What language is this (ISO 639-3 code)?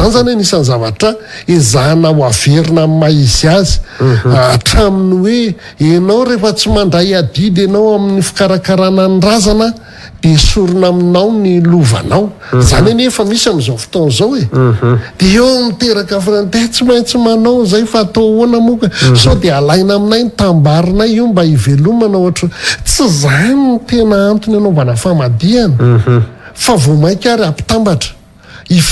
mlg